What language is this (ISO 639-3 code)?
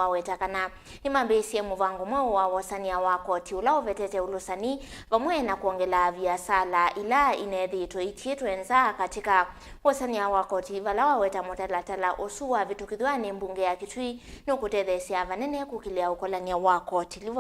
kam